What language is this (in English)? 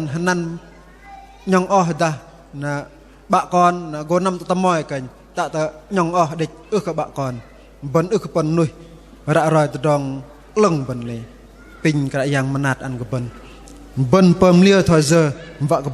Bahnar